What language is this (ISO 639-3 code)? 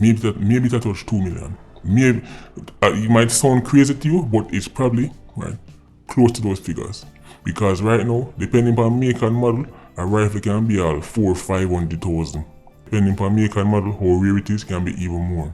jam